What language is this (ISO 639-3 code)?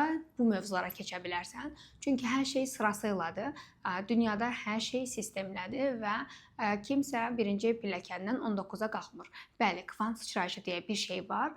aze